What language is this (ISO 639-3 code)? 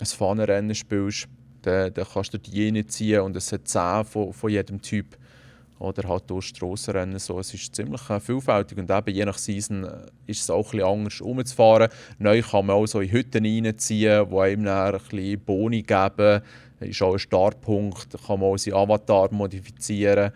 gsw